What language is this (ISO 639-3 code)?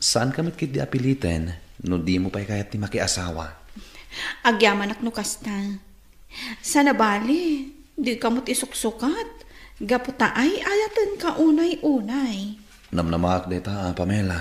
ilo